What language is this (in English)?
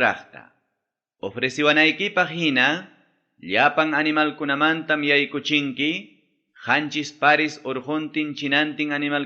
Ayacucho Quechua